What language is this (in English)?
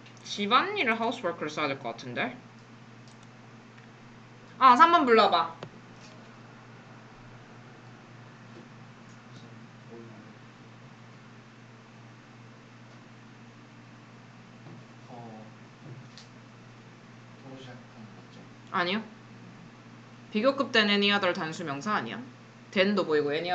Korean